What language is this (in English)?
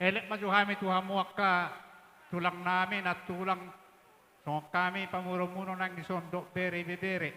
Batak Toba